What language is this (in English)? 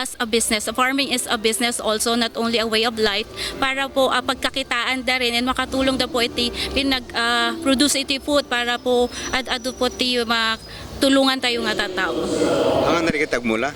Iloko